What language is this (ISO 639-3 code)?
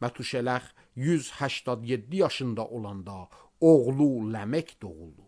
aze